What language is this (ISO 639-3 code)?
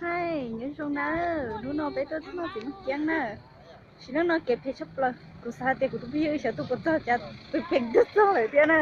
hmn